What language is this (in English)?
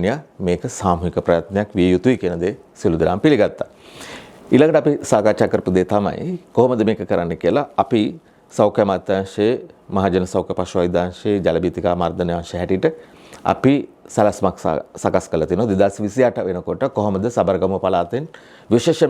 Sinhala